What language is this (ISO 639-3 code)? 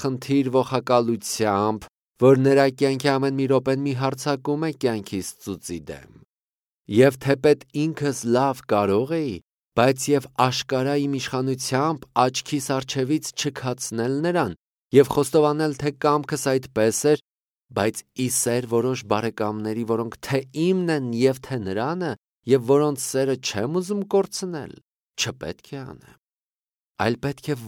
hye